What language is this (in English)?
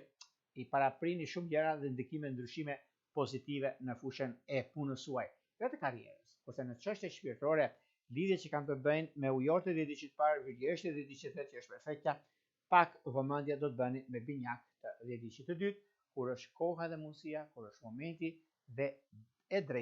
Albanian